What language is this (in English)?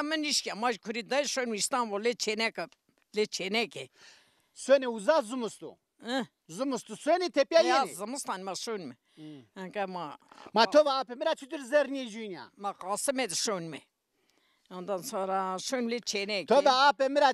Zaza